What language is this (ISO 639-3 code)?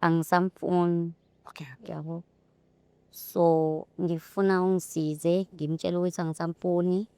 zul